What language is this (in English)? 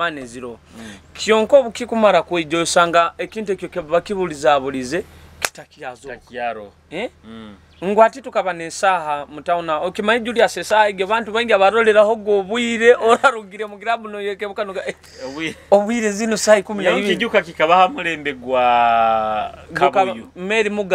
Nyoro